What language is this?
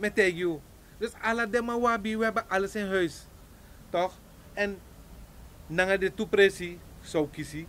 Sranan Tongo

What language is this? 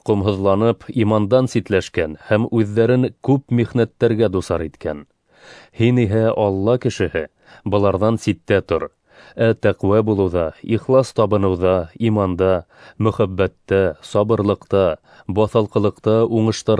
Bashkir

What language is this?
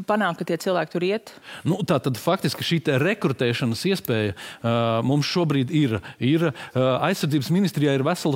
Latvian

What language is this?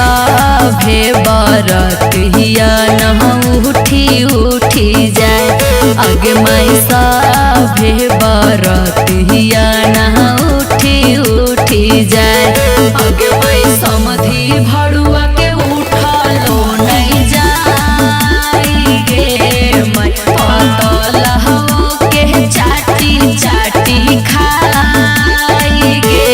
Magahi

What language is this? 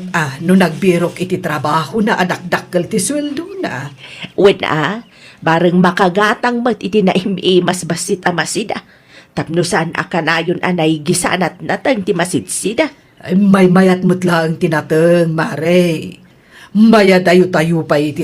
Iloko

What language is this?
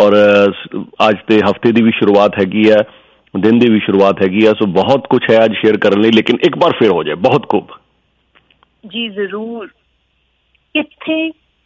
Punjabi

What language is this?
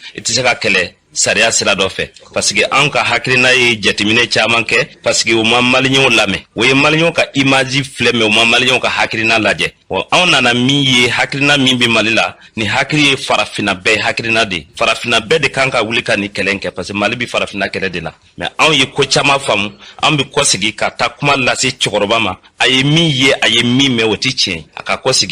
Bambara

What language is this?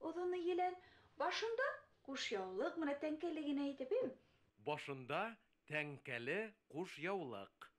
Bashkir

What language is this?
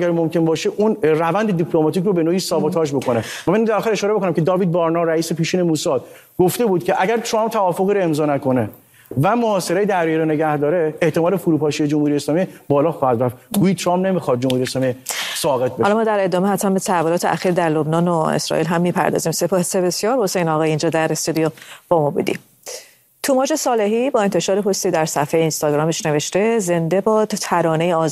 Persian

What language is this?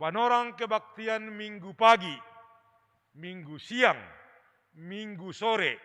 Batak Simalungun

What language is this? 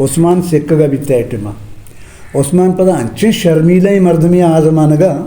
Eastern Balochi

